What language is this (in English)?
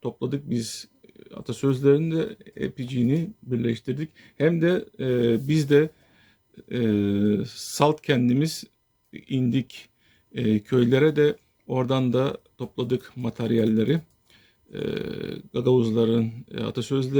Gagauz